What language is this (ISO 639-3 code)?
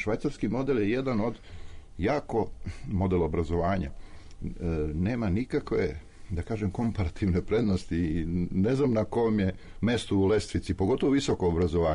srp